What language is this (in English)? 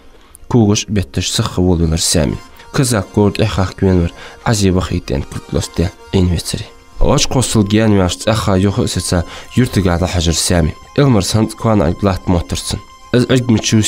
Ingush